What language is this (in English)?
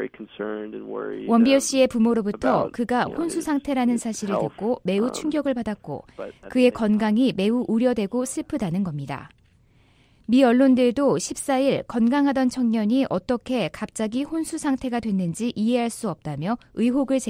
Korean